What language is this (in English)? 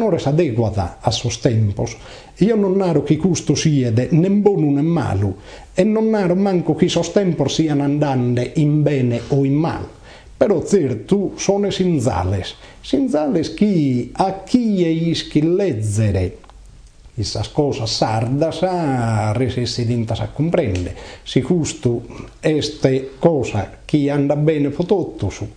Sardinian